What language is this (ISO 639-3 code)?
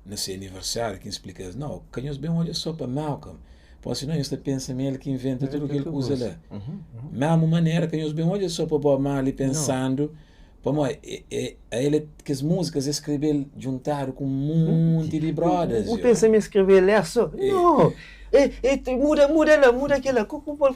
kea